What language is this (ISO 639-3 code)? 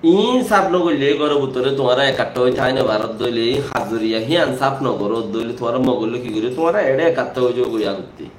rhg